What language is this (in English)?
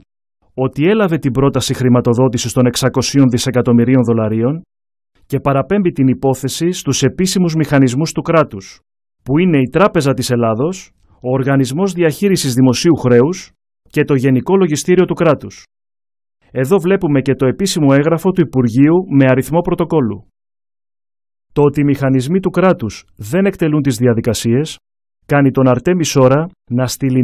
Greek